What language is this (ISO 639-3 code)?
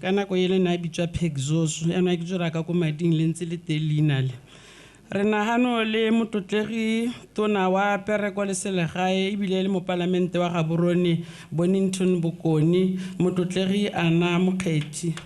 tsn